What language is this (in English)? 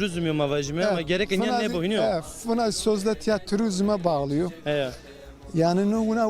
Zaza